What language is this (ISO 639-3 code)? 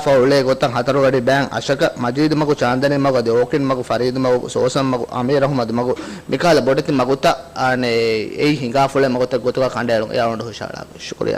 div